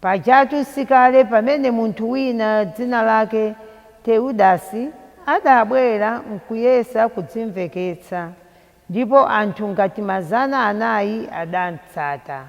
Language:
Nyanja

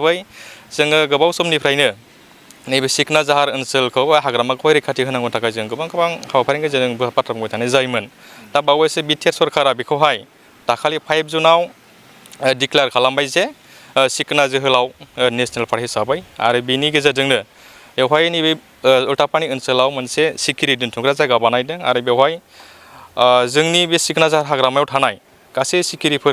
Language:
Bodo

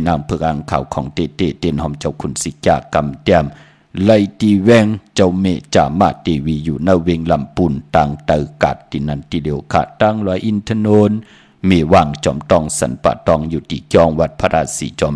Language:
Shan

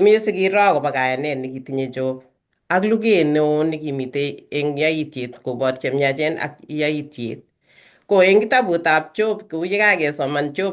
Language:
Kalenjin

